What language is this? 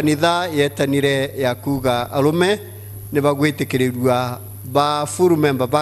Meru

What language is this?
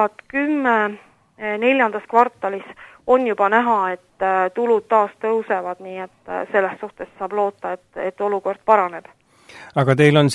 Estonian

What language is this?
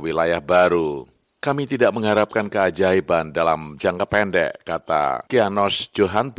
Indonesian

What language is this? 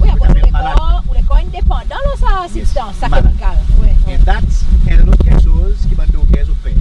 Seselwa Creole French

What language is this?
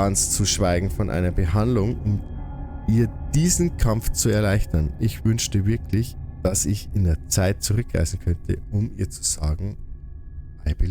Bavarian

